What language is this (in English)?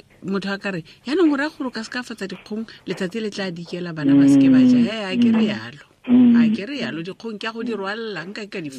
Tswana